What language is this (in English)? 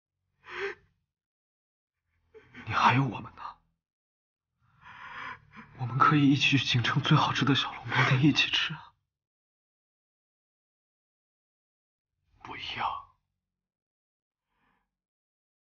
Chinese